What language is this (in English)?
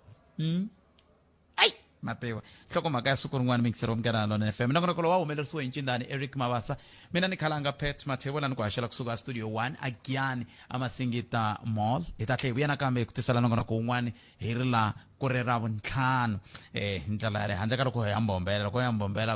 Tsonga